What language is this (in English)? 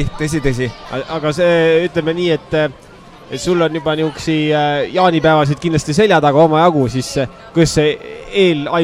Estonian